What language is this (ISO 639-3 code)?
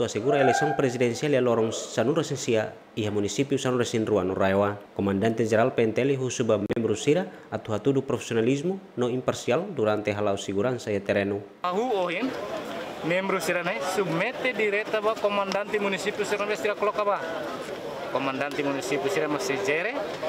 tet